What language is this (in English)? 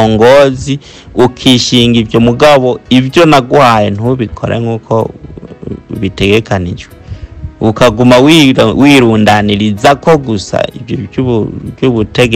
Rundi